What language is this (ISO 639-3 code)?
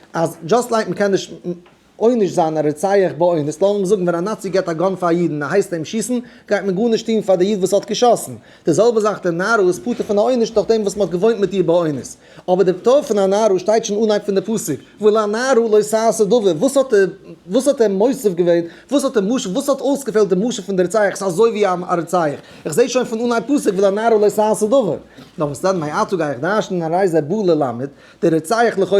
yid